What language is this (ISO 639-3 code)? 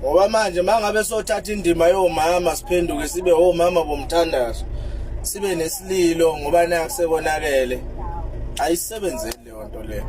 zul